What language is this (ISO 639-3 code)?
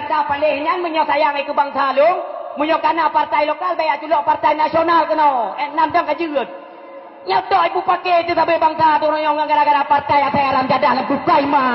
ace